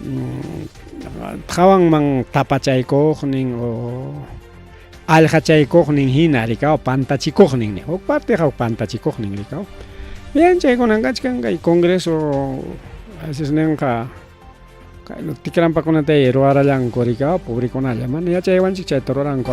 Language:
Ayacucho Quechua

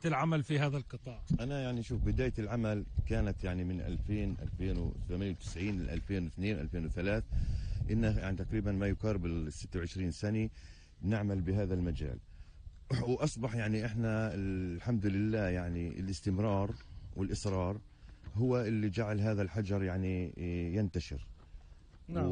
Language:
North Levantine Arabic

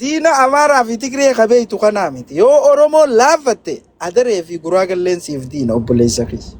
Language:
Oromo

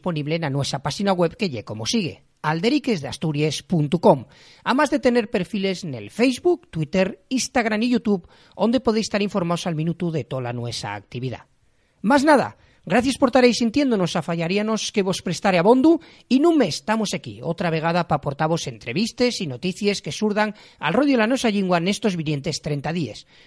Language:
Asturian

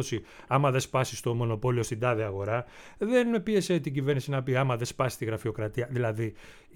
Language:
Greek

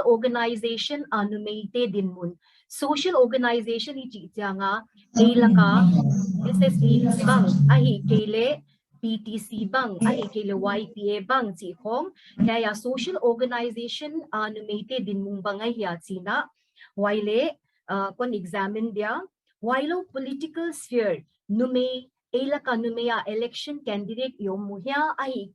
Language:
Paite Chin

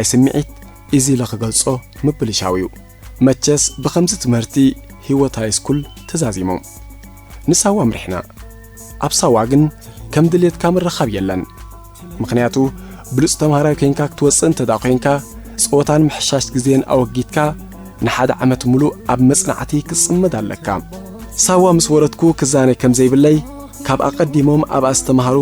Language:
Tigrinya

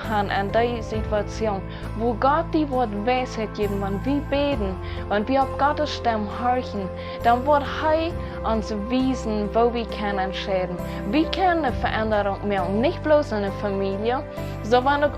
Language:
Plautdietsch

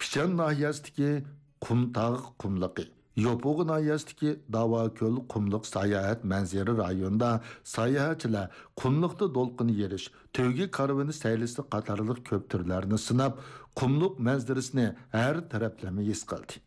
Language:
Uyghur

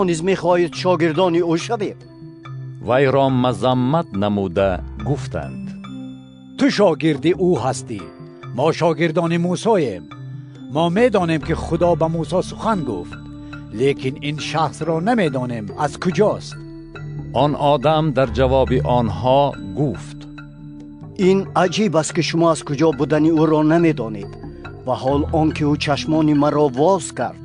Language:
Tajik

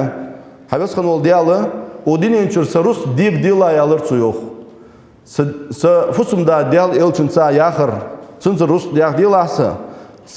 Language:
Ingush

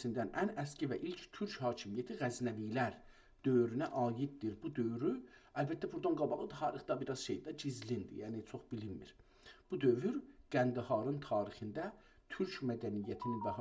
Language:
South Azerbaijani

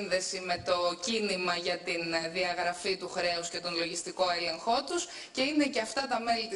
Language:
Greek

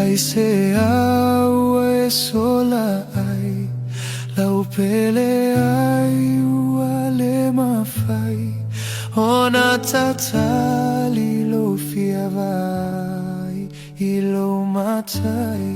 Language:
Samoan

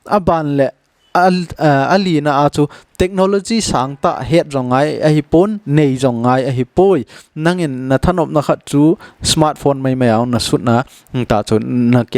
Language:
Thado Chin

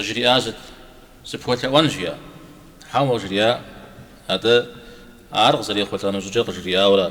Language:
Kabardian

